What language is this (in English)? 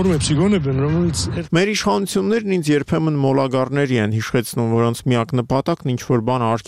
Armenian